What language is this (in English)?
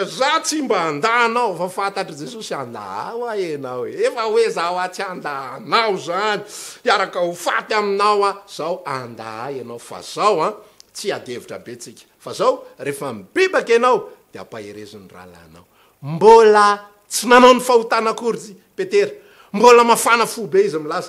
Malagasy